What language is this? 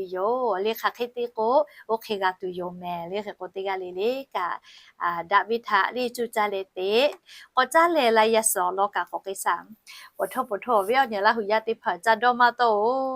Lahu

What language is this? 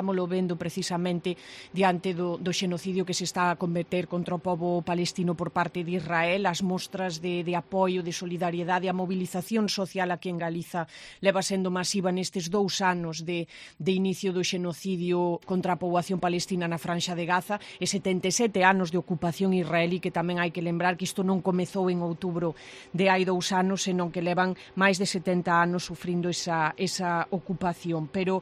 Galician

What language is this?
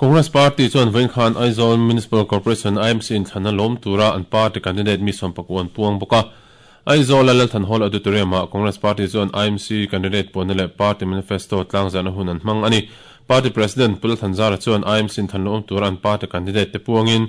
Mizo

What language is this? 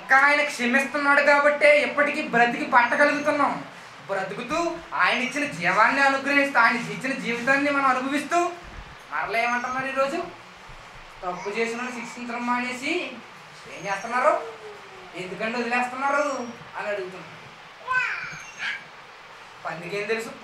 Telugu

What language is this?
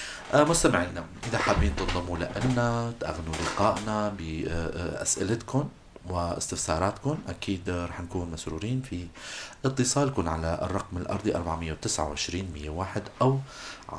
North Levantine Arabic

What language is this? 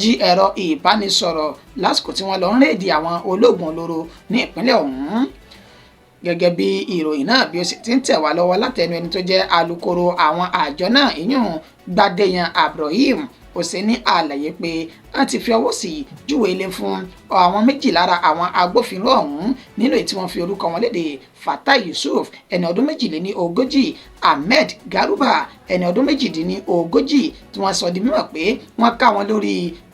Yoruba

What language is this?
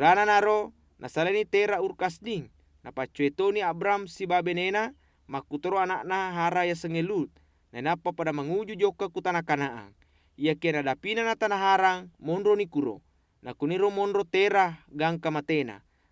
Buginese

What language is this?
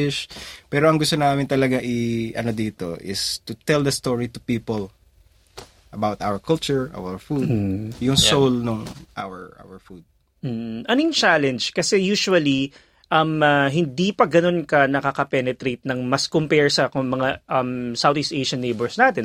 Filipino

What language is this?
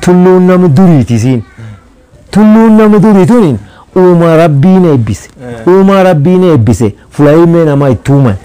Oromo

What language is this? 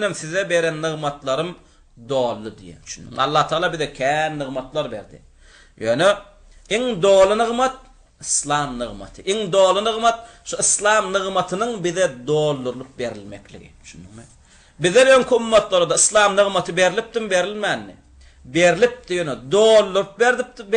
Turkmen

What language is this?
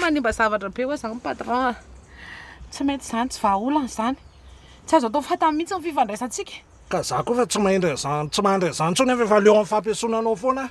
Malagasy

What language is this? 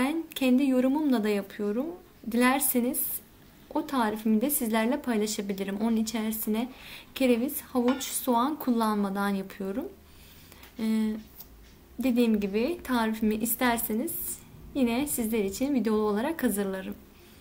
Turkish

